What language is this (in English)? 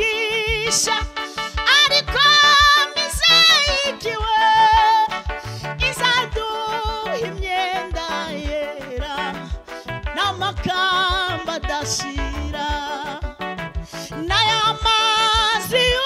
Kinyarwanda